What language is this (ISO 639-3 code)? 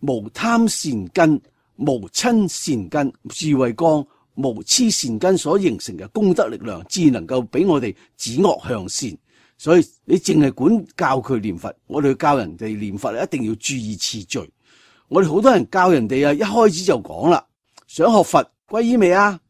yue